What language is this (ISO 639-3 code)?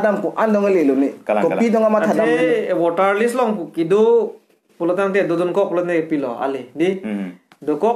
mjw